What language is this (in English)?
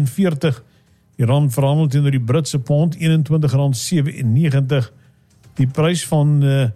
Afrikaans